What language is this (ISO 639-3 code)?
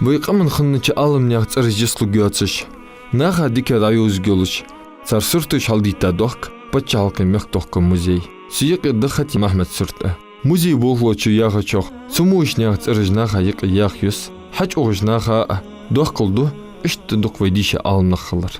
inh